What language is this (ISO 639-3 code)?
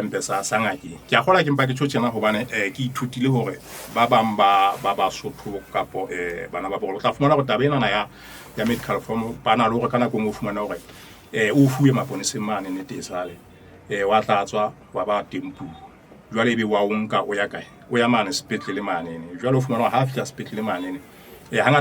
sot